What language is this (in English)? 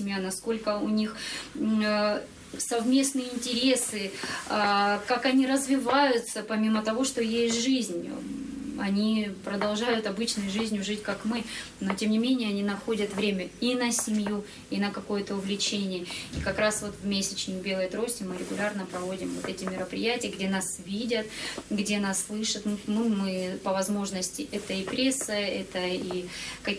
Russian